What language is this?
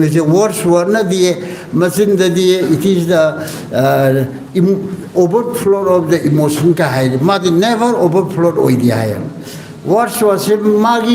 Manipuri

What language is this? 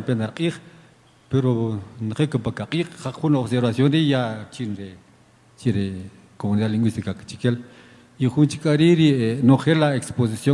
Kaqchikel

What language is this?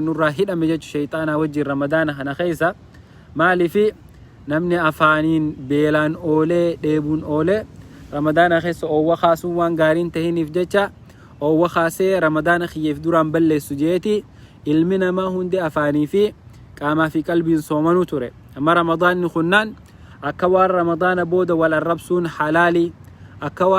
Oromo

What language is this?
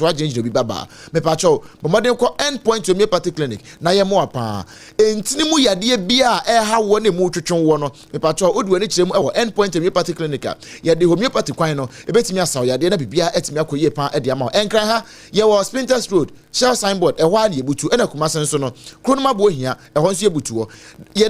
Akan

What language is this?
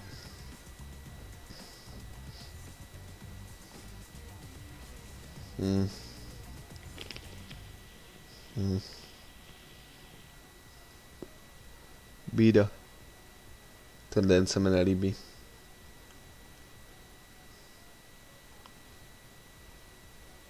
Czech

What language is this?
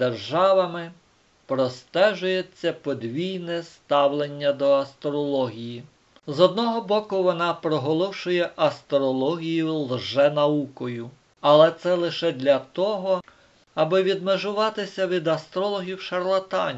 Ukrainian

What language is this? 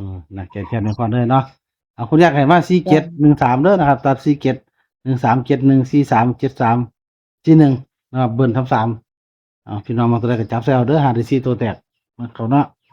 Northeastern Thai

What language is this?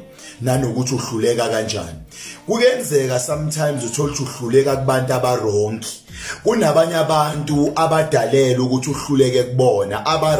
Zulu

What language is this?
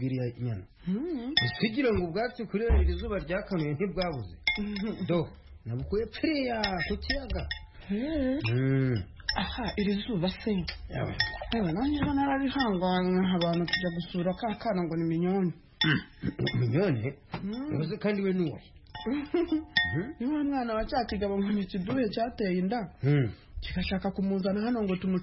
Kinyarwanda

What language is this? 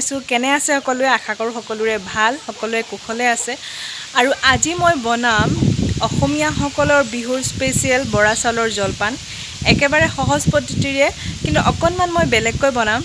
Assamese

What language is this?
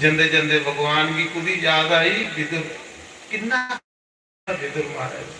Dogri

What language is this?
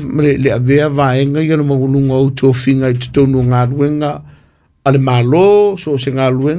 Samoan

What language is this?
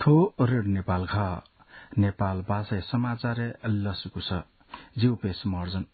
Newari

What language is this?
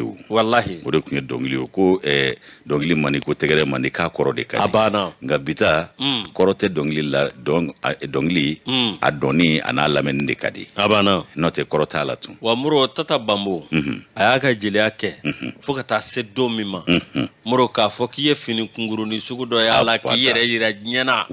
Bambara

